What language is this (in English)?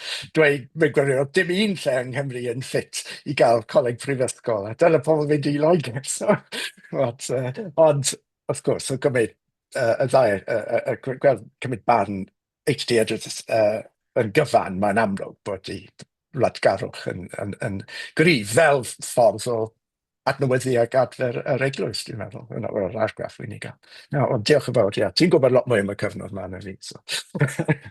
Welsh